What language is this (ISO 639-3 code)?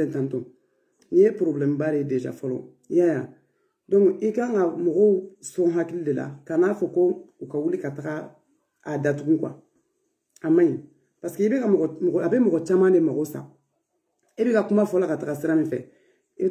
bam